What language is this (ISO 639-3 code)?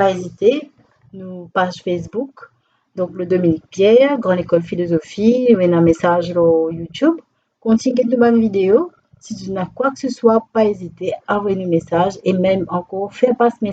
mfe